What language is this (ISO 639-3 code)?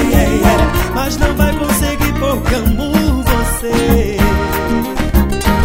por